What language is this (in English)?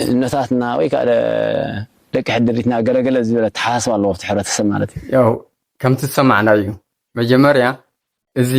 Tigrinya